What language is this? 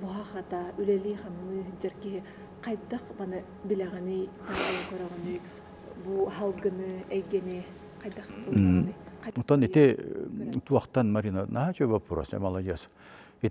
Yakut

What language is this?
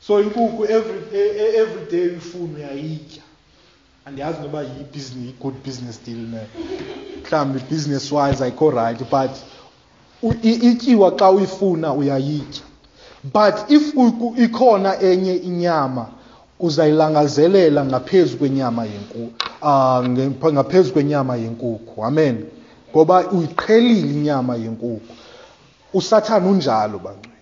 Xhosa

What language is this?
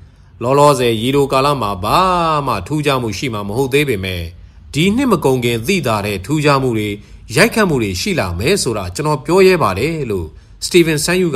Burmese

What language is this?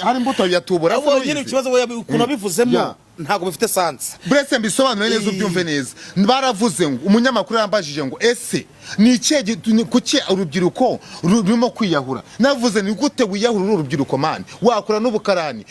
Kinyarwanda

